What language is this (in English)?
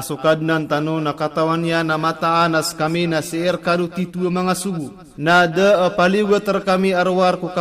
Maranao